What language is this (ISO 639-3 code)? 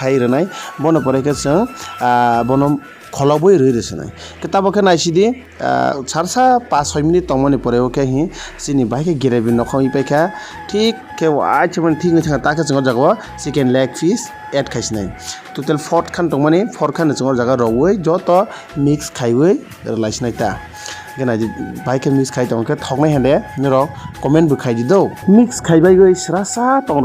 trp